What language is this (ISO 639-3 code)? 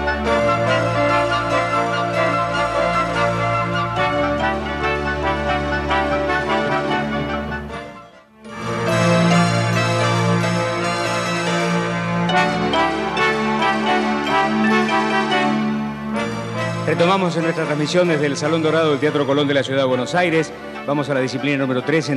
spa